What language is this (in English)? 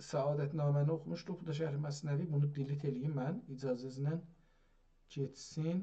South Azerbaijani